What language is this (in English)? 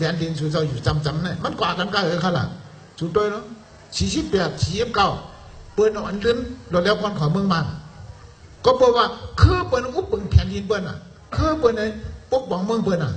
Shan